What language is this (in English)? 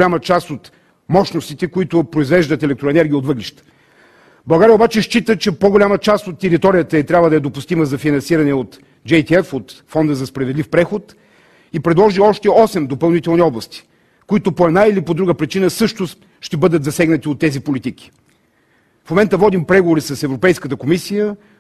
Bulgarian